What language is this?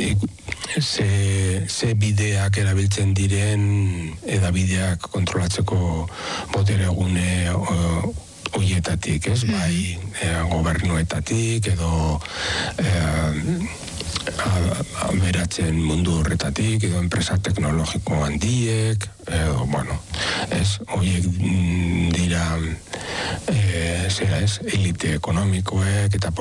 Basque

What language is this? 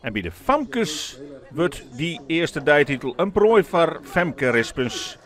Western Frisian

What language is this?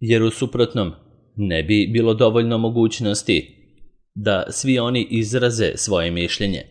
Serbian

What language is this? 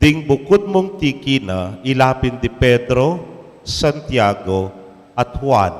Pampanga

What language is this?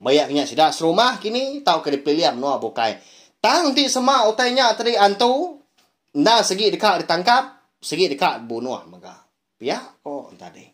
Iban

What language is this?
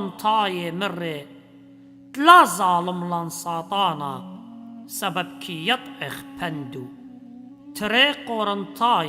Assyrian Neo-Aramaic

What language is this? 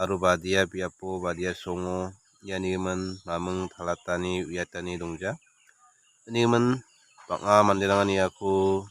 Garo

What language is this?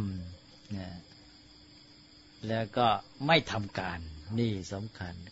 Thai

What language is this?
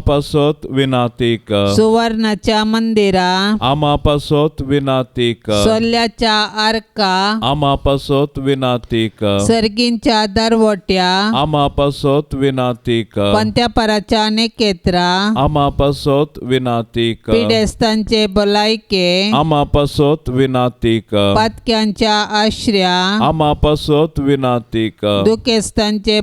Konkani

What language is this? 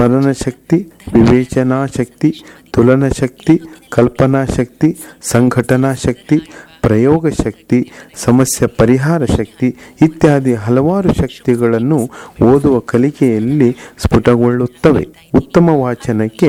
Kannada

